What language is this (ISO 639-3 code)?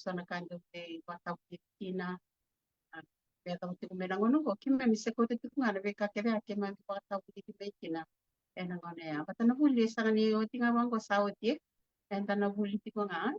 fij